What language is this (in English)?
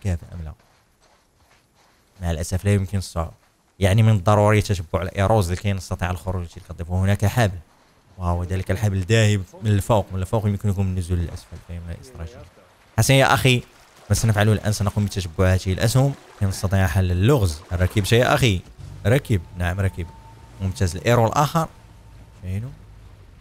Arabic